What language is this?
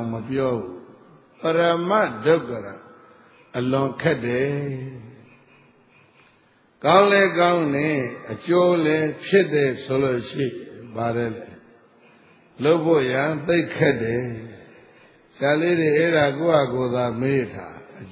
Burmese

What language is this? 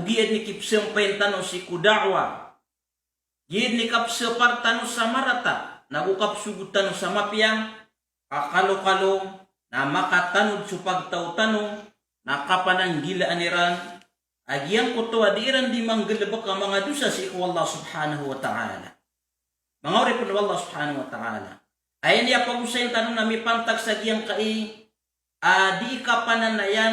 Maranao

